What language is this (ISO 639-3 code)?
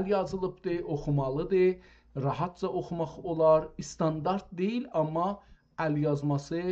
azb